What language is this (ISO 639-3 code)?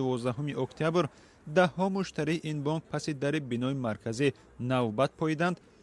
tgk